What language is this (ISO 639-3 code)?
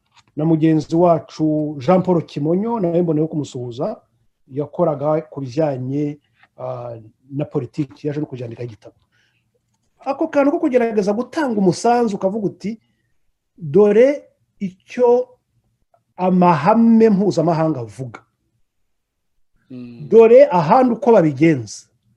kin